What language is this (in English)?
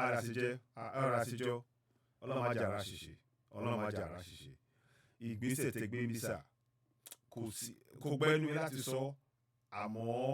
Yoruba